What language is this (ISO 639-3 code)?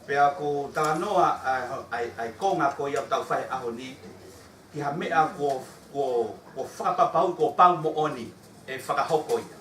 ton